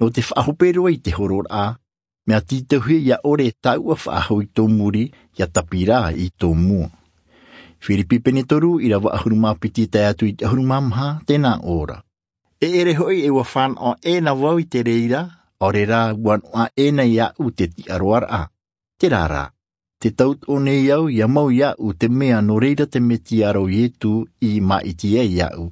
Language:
Tahitian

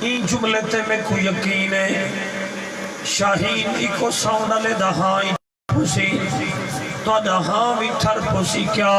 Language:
Saraiki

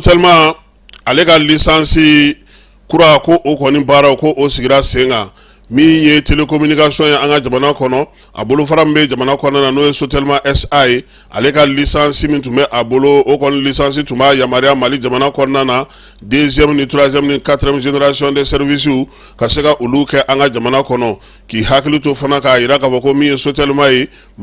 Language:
Bambara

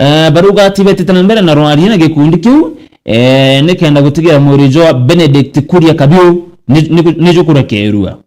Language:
Meru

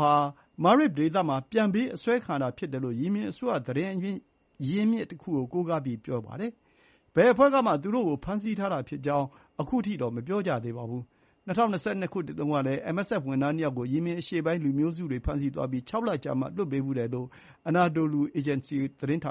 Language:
Burmese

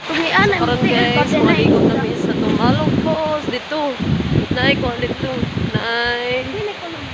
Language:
Cebuano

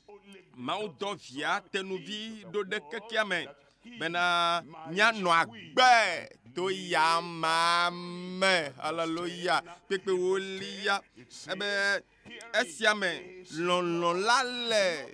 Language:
Ewe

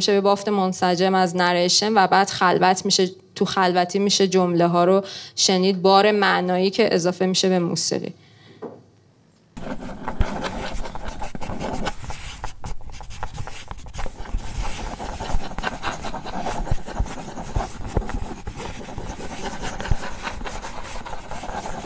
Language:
Persian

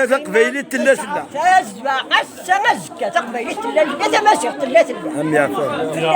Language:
Kabyle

